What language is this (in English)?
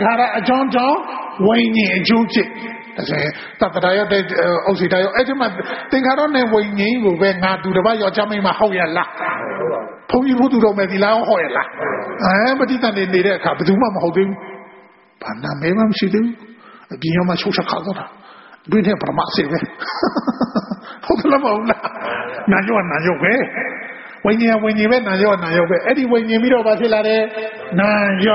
Burmese